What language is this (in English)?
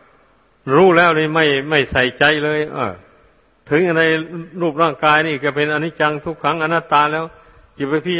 Thai